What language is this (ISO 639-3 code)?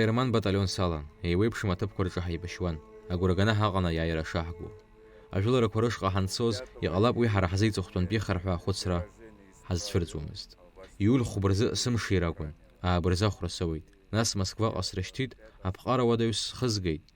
abk